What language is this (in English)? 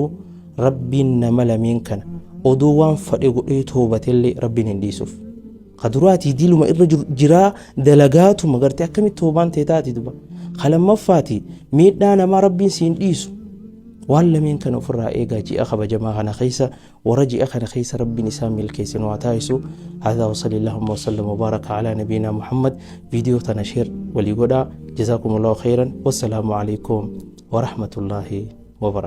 Oromo